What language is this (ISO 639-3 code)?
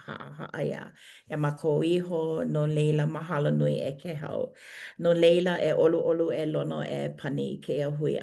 haw